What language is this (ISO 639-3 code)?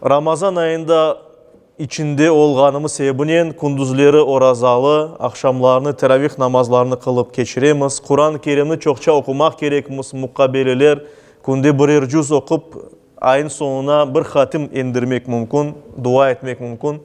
crh